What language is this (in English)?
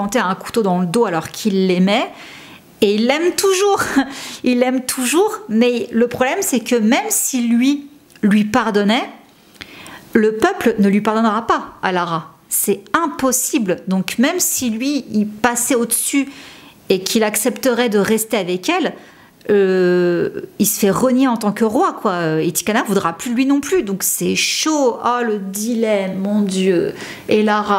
French